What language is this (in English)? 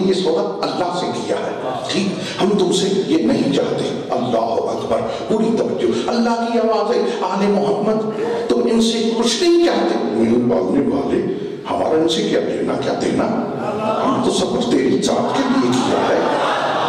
Urdu